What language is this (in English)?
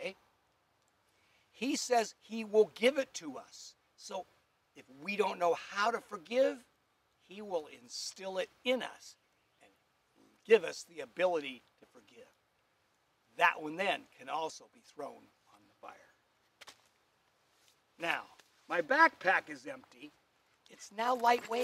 English